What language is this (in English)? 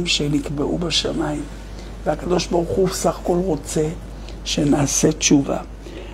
Hebrew